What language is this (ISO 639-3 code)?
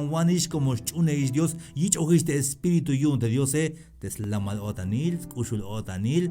tzh